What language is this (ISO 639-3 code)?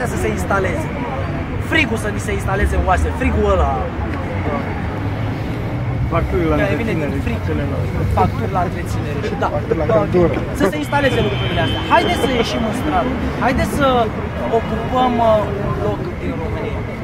ron